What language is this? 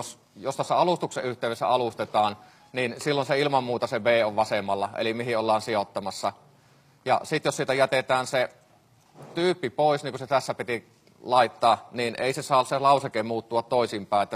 Finnish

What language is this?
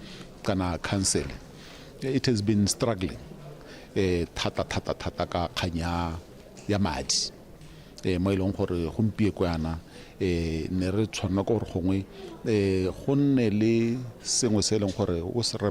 Tswana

